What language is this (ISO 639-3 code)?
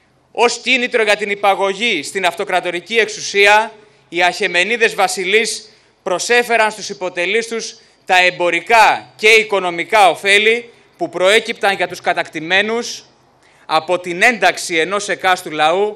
ell